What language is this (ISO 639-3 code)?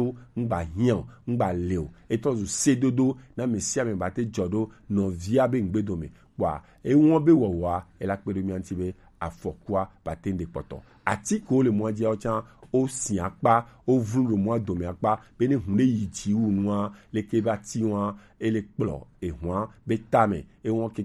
gej